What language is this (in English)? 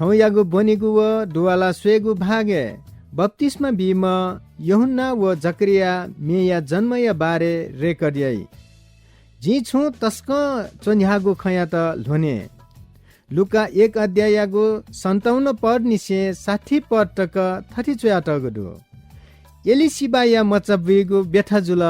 Newari